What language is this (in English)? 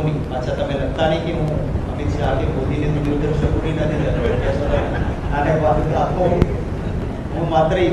Gujarati